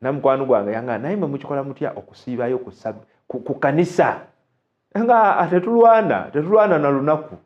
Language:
Ganda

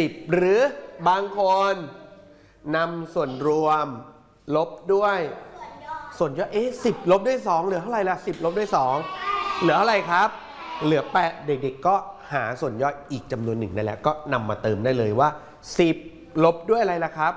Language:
Thai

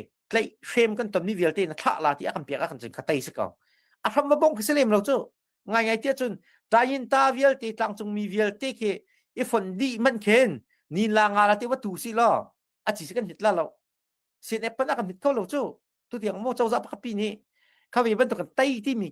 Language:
Hakha Chin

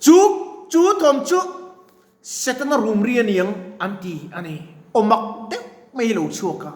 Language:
Mizo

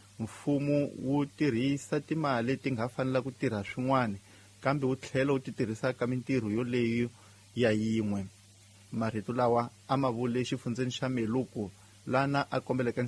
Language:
Tsonga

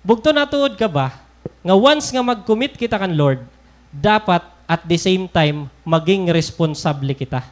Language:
Waray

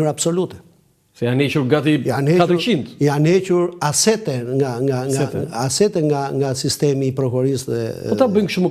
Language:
Albanian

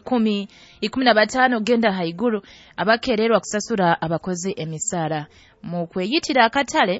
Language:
Nyoro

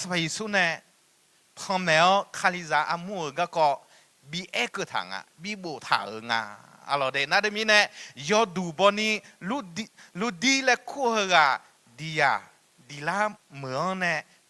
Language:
Akha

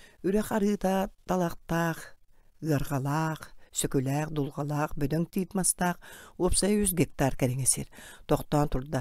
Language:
Yakut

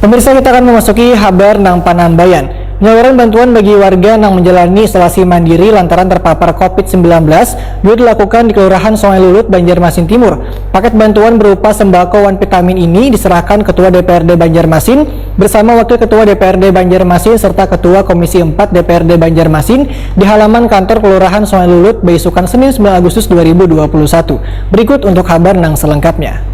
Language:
Banjar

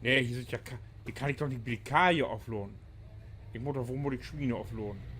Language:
Low German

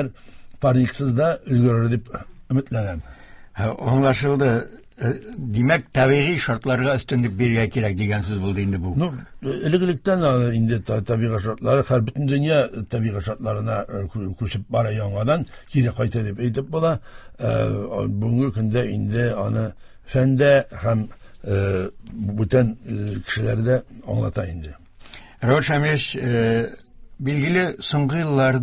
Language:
Tatar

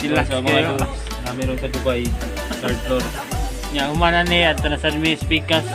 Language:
Cebuano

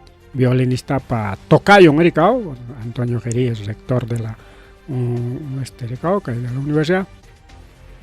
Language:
Ayacucho Quechua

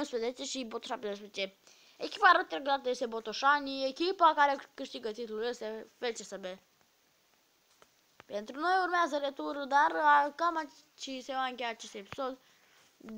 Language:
Romanian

